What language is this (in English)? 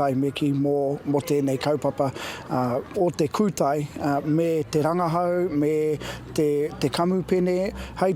Māori